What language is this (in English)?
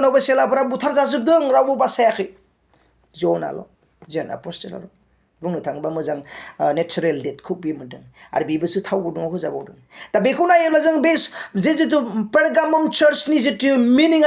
Bodo